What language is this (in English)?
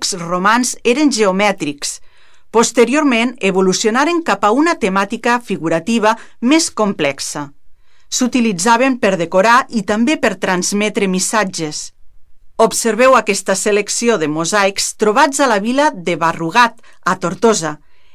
Catalan